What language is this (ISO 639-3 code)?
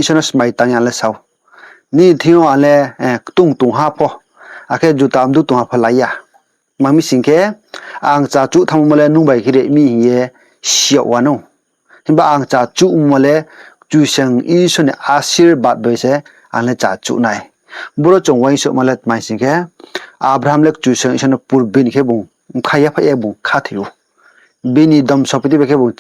ria